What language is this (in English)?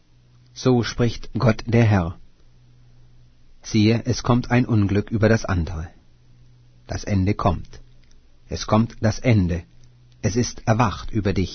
German